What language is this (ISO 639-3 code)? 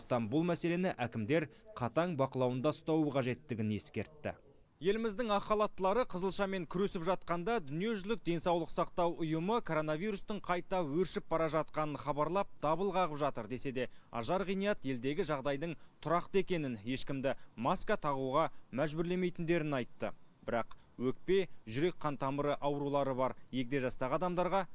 kaz